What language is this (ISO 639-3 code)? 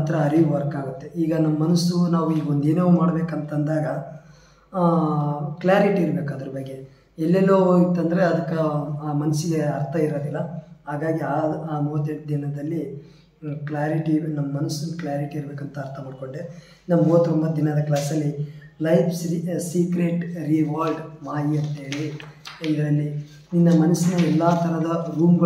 kan